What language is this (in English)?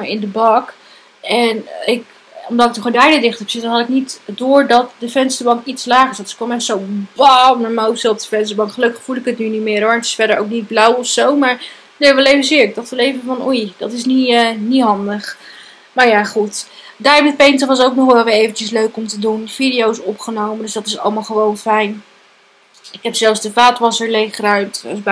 Dutch